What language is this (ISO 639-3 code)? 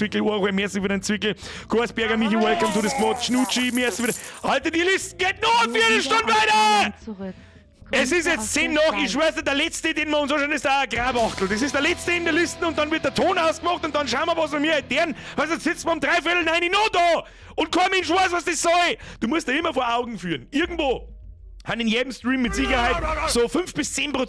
bar